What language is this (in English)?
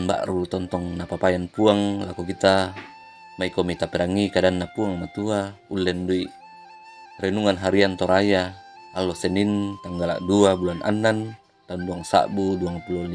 Toraja-Sa'dan